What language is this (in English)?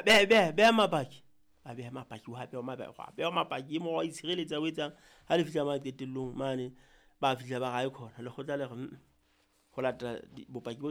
Southern Sotho